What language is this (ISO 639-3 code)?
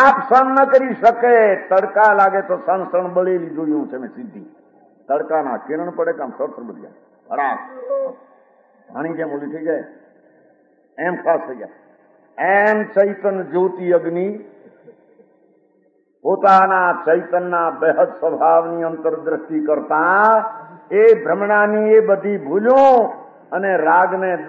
guj